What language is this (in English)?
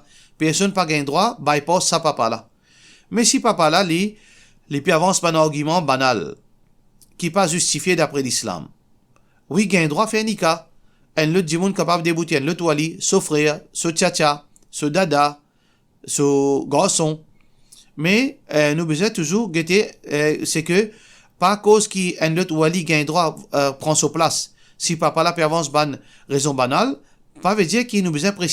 Morisyen